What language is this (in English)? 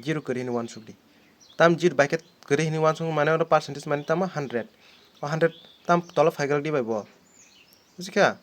Kok Borok